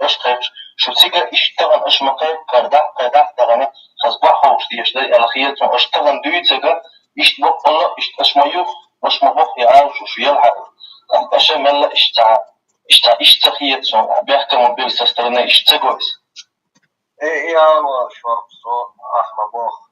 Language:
Chechen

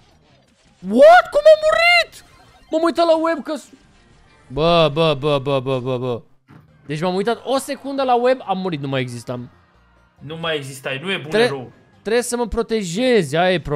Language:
Romanian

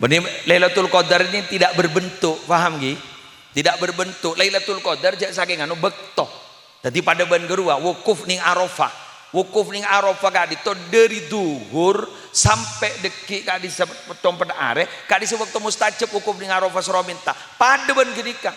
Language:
Madurese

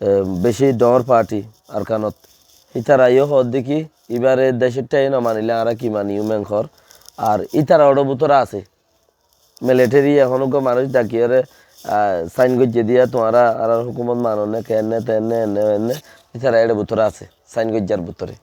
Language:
Rohingya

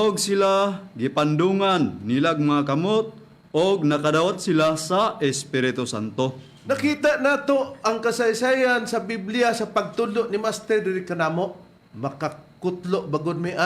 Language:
Cebuano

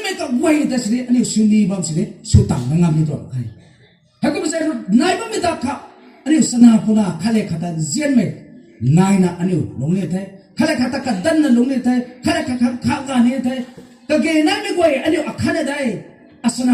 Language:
Rongmei Naga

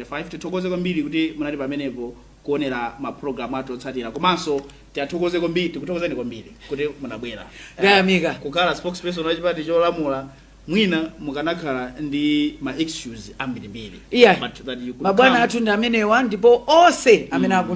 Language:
Nyanja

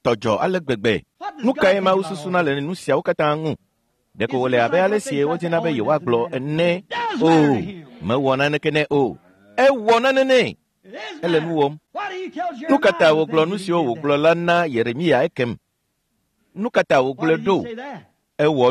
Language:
Ewe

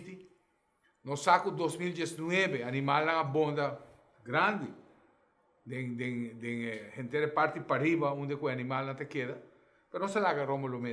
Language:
Papiamento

